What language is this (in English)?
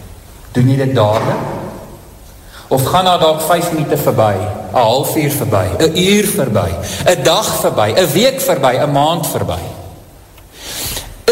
Afrikaans